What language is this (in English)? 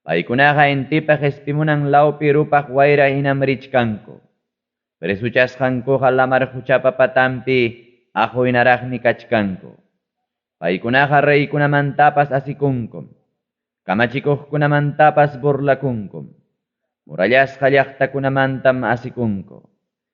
Ayacucho Quechua